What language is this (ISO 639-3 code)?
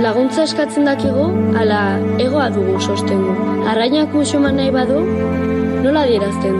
eus